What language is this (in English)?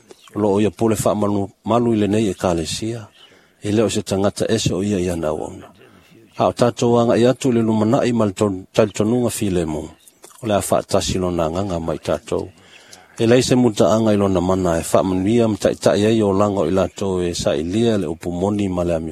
Samoan